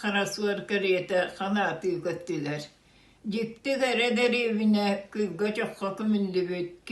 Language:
Yakut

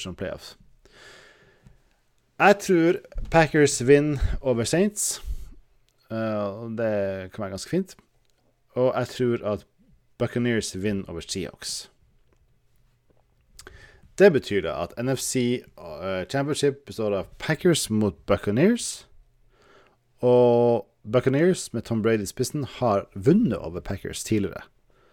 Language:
Norwegian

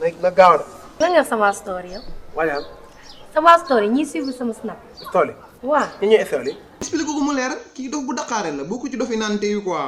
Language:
Wolof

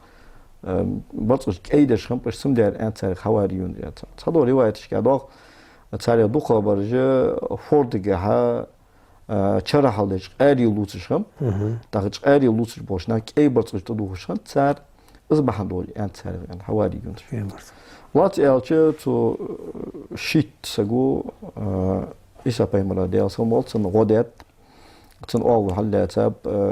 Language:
Ingush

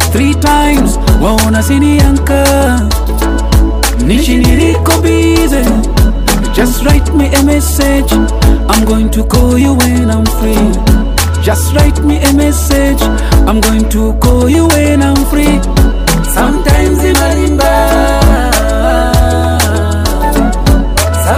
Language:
Swahili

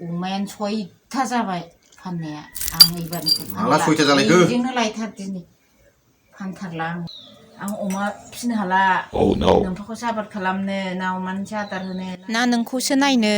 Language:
Bodo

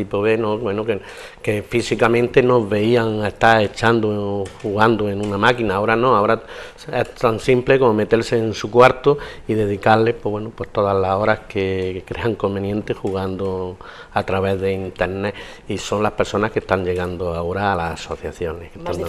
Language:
Spanish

